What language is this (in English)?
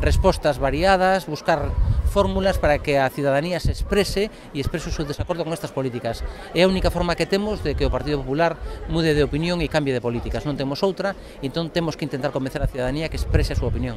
Galician